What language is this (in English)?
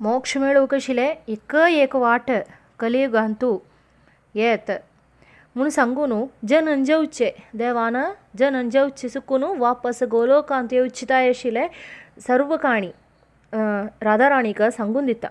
Konkani